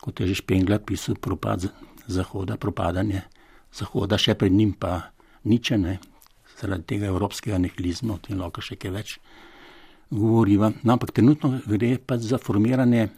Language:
Slovenian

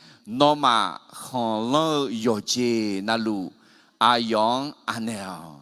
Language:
Akha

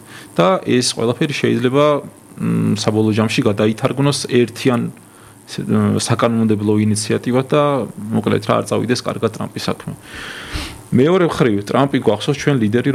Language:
Georgian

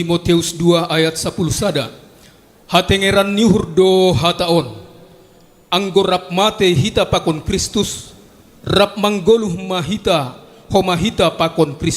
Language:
Batak Simalungun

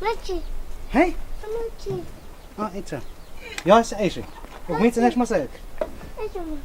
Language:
Totontepec Mixe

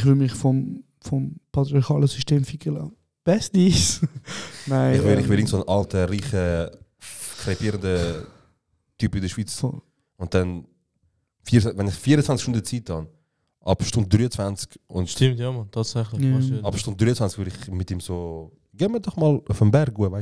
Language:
Swiss German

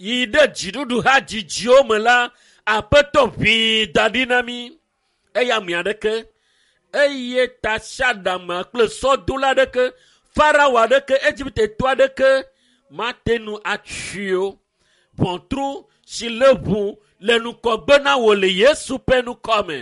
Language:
Ewe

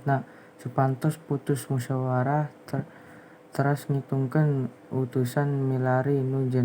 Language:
Sundanese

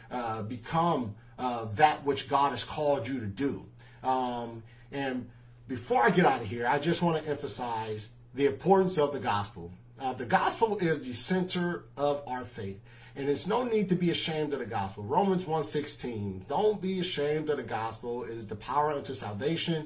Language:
English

